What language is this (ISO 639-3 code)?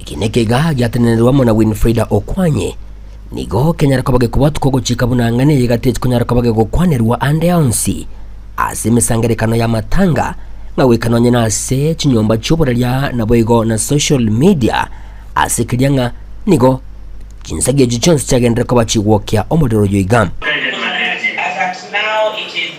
guz